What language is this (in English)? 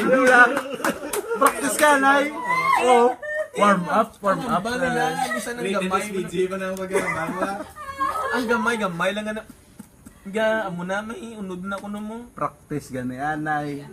Hiligaynon